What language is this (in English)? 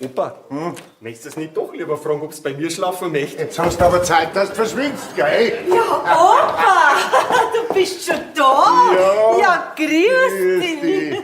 Bavarian